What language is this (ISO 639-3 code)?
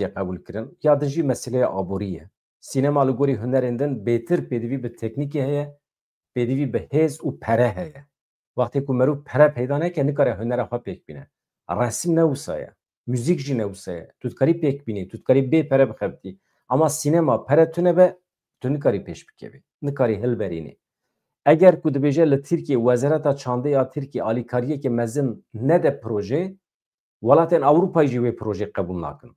kur